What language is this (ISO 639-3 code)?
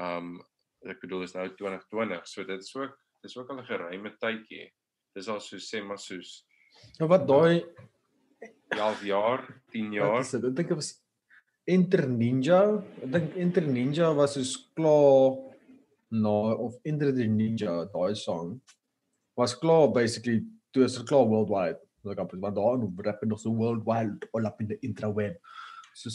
afr